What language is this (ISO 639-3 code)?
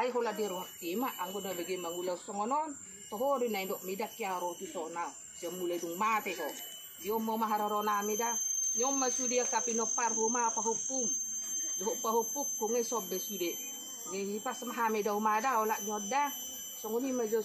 bbc